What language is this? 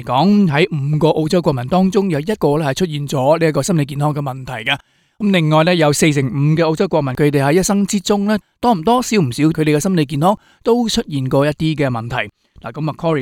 Cantonese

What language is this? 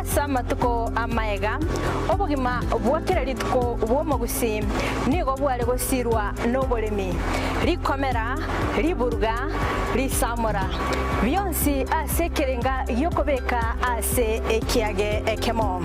Gusii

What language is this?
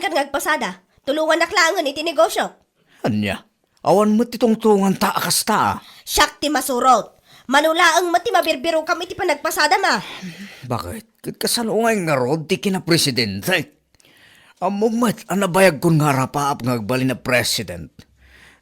Iloko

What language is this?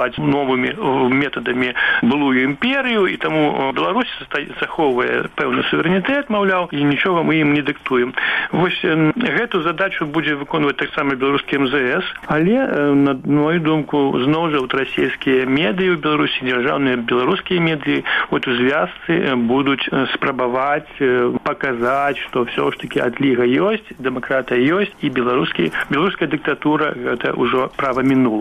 Belarusian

